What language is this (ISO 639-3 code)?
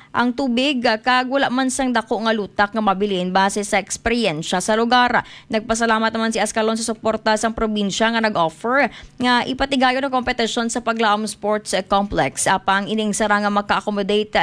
hil